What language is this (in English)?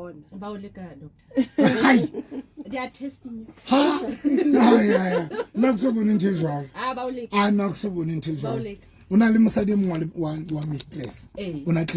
Southern Sotho